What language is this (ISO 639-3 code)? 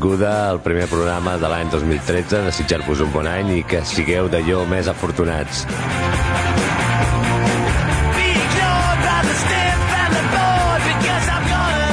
cat